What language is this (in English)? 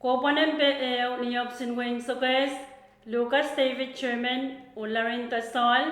Pohnpeian